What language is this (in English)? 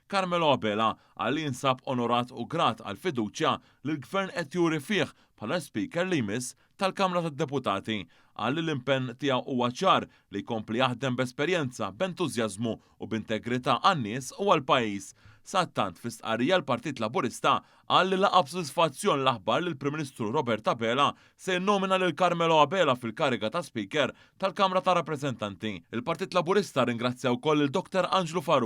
Maltese